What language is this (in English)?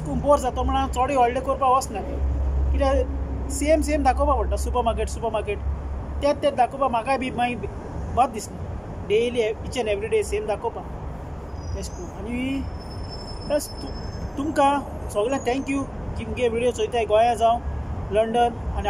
Konkani